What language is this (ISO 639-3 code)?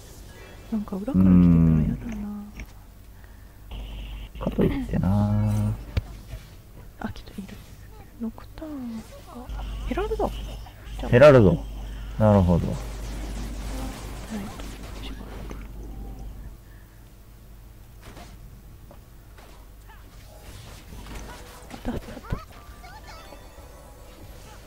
jpn